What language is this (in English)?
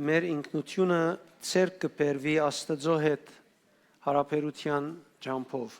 Western Armenian